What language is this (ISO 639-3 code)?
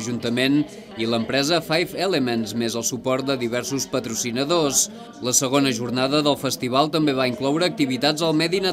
cat